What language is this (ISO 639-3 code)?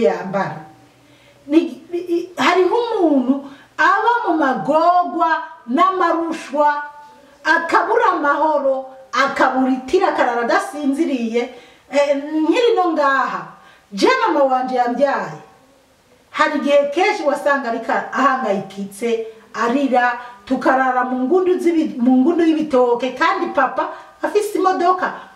run